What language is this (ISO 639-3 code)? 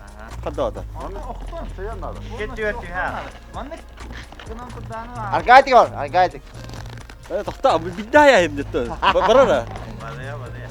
sah